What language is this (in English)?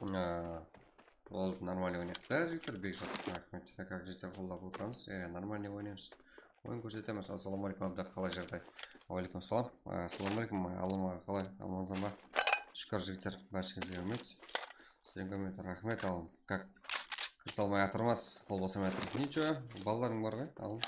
Kara-Kalpak